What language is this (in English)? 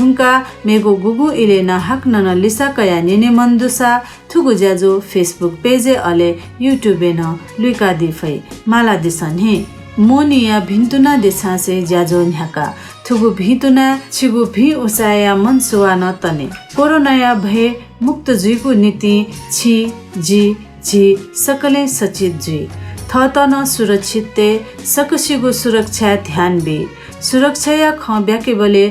Newari